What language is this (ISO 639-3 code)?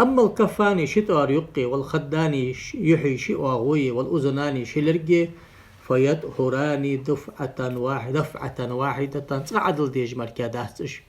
inh